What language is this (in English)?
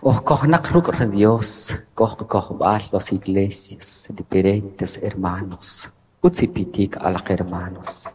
Kʼicheʼ